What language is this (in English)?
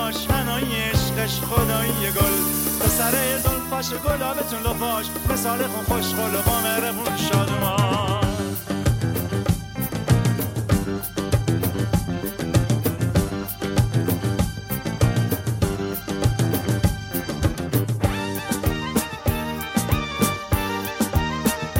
Persian